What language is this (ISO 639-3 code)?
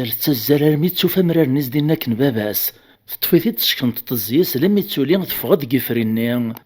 kab